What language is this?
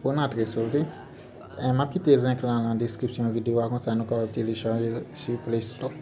Haitian Creole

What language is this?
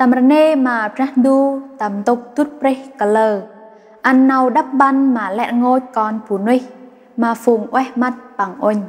Central Mnong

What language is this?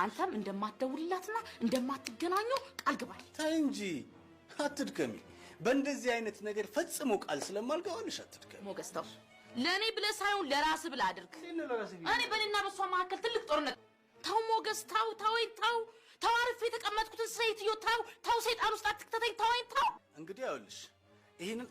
Amharic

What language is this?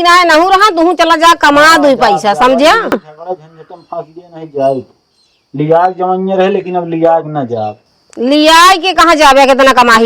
Awadhi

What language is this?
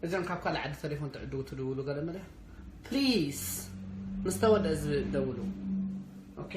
Tigrinya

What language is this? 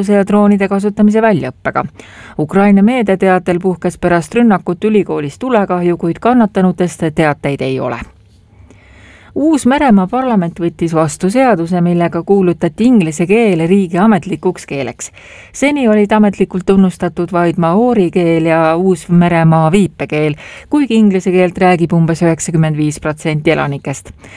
Estonian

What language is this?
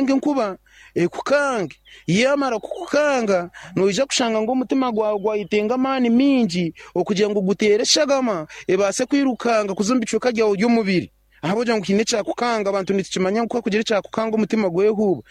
Nyankole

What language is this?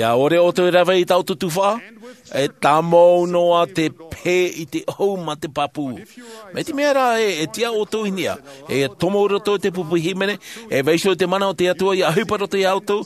Tahitian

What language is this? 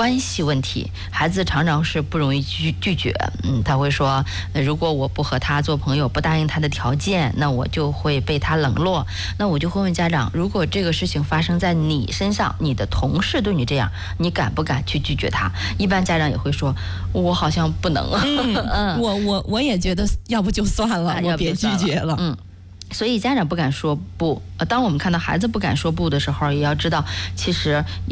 Chinese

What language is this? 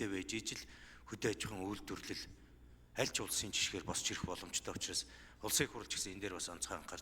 Mongolian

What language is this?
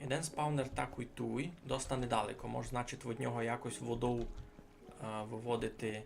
Rusyn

